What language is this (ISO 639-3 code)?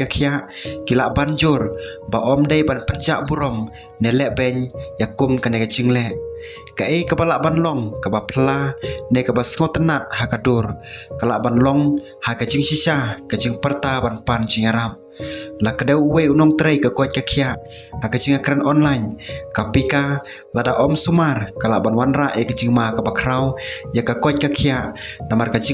kha